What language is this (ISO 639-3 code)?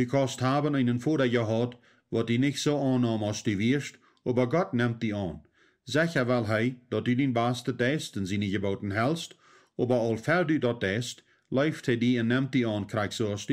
pdt